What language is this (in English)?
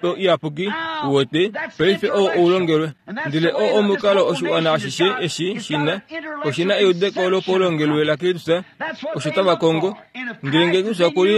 Kuanyama